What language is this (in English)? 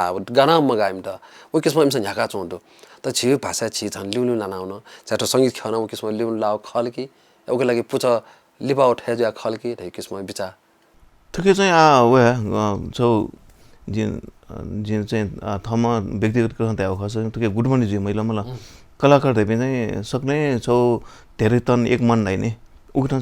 Newari